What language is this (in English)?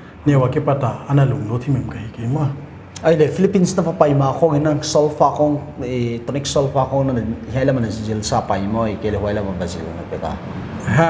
Paite Chin